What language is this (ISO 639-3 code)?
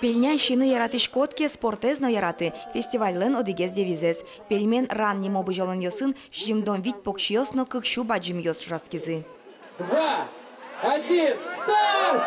udm